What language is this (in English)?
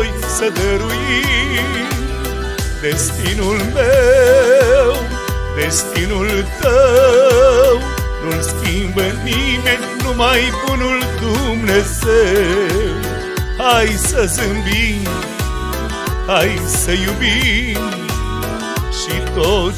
Romanian